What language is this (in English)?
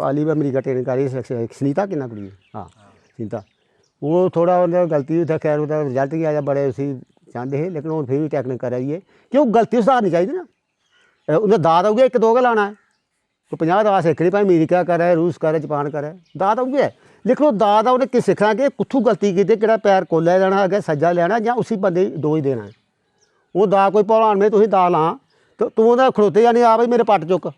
Dogri